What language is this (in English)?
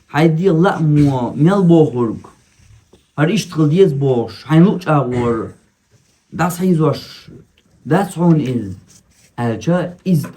Chechen